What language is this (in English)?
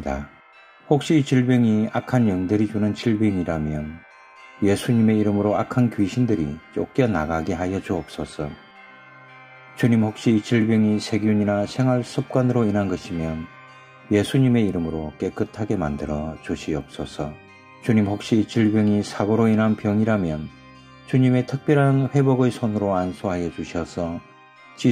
Korean